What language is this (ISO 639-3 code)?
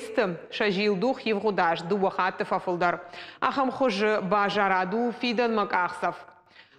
oss